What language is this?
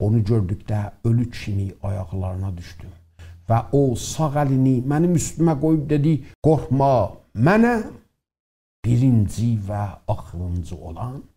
South Azerbaijani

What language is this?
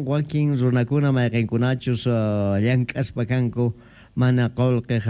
Quechua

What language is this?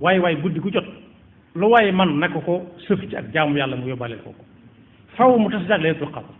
Wolof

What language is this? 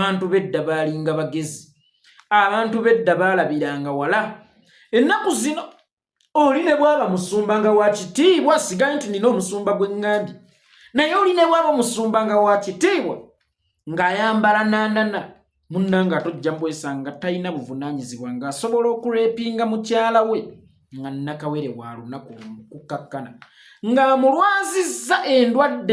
Ganda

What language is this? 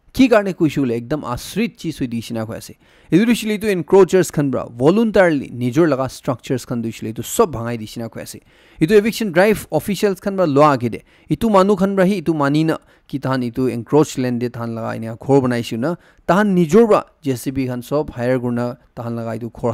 Naga Pidgin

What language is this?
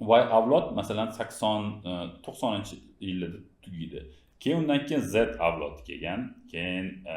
Uzbek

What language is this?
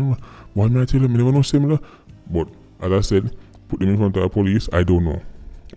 Jamaican Creole English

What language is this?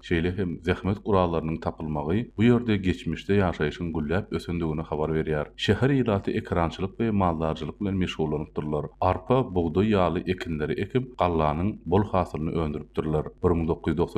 Turkmen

